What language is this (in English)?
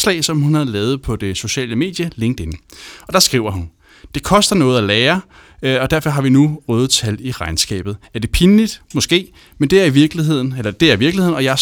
Danish